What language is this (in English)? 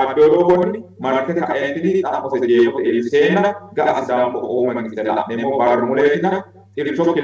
Sidamo